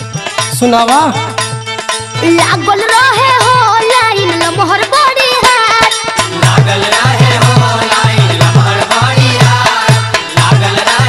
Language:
Bhojpuri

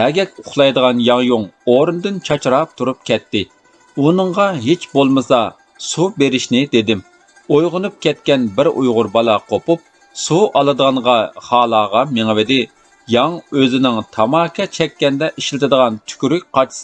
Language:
Uyghur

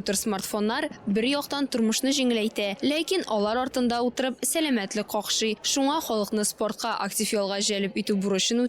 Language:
Tatar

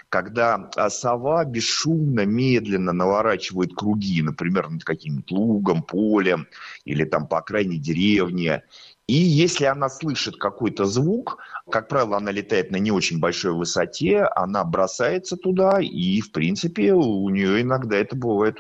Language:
Russian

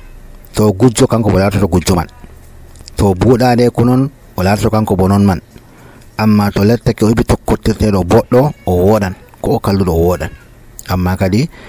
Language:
Nigerian Fulfulde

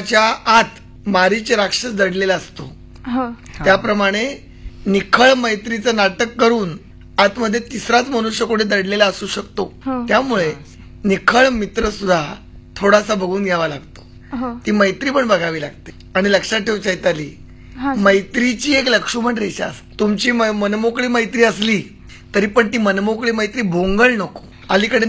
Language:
Marathi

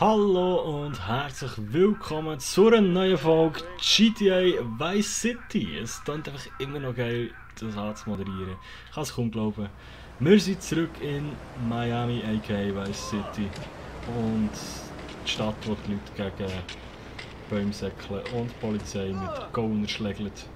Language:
Swiss German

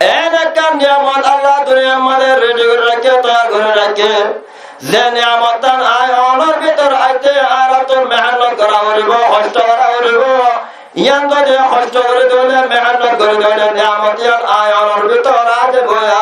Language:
Rohingya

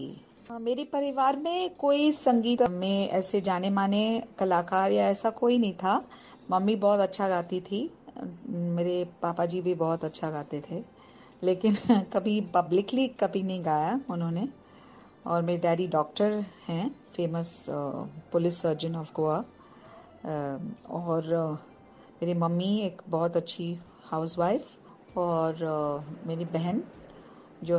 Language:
Hindi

